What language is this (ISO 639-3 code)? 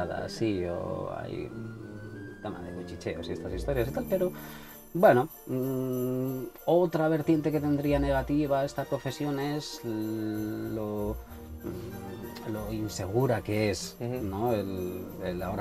spa